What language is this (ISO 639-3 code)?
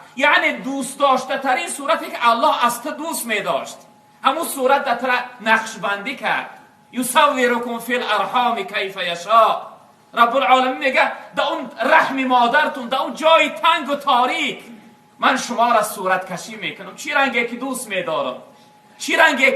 tgk